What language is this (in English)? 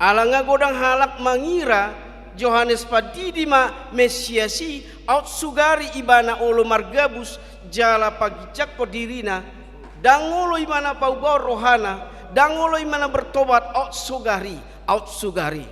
Batak Toba